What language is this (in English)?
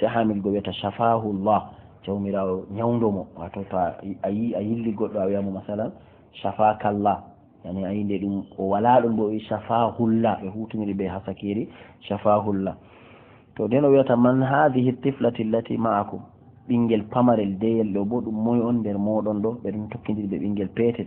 Fula